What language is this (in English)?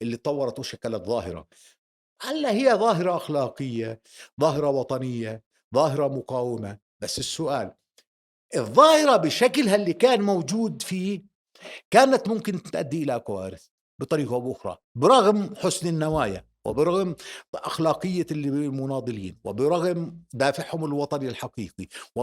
North Levantine Arabic